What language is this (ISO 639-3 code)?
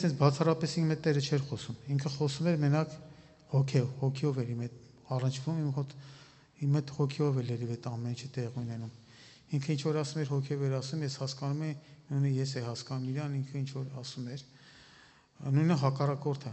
hye